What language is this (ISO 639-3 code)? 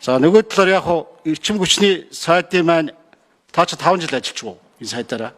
mon